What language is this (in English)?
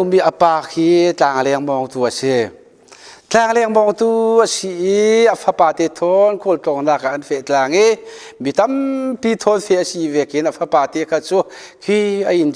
Falam Chin